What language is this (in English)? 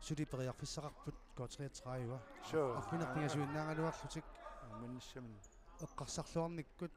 Kalaallisut